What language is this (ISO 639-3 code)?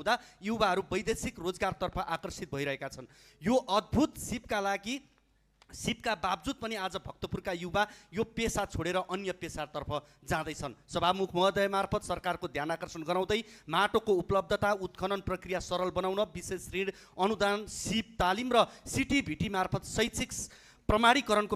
nep